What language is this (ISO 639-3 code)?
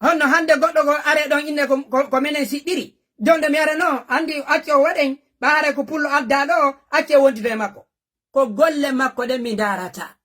ful